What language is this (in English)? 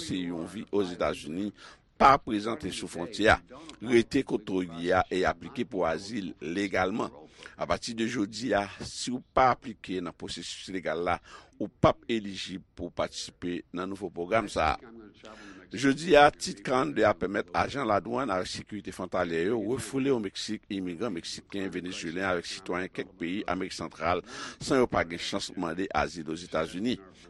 Haitian Creole